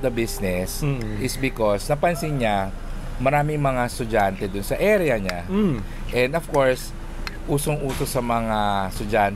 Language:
Filipino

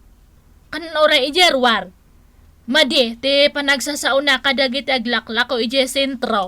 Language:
Iloko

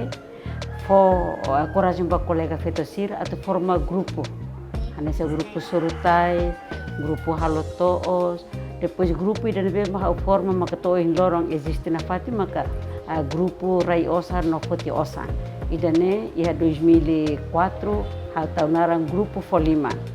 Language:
Tetum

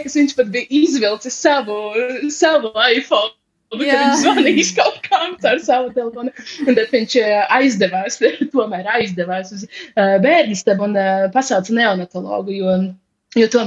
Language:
Latvian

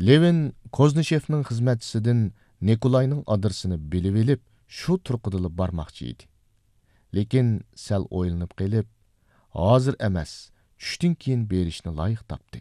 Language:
Uyghur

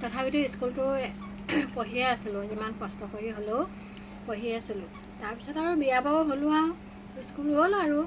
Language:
Assamese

